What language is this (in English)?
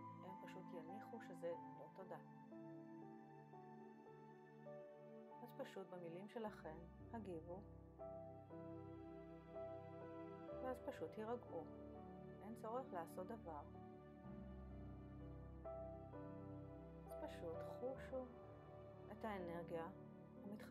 Hebrew